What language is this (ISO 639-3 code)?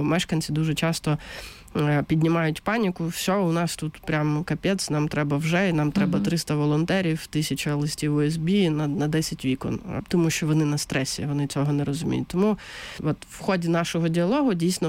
ukr